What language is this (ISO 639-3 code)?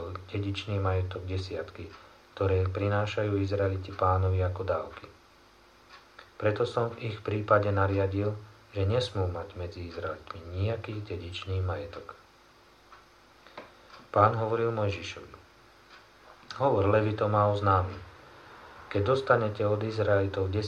slk